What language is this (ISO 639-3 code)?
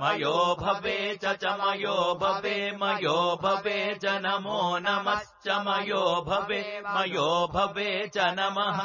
san